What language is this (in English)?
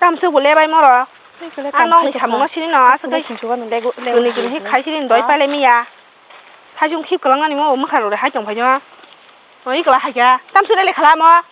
Kok Borok